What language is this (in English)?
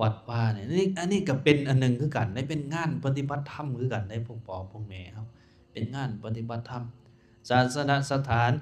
Lao